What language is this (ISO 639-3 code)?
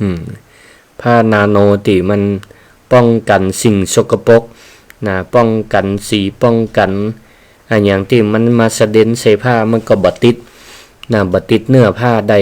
nod